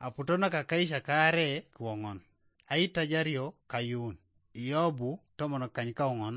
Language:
Teso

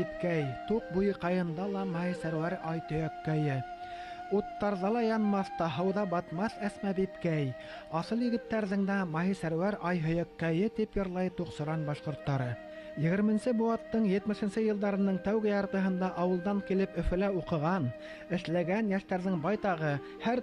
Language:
Bashkir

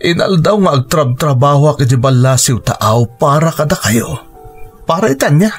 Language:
Iloko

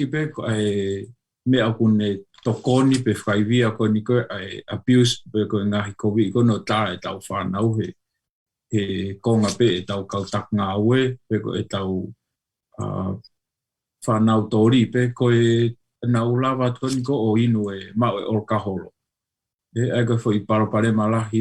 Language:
Tongan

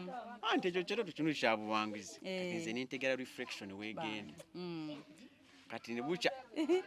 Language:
Ganda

